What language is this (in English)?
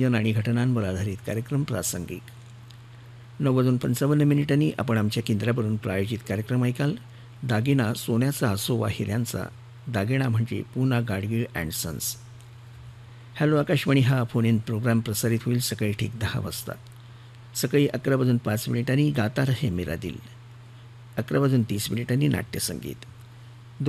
Marathi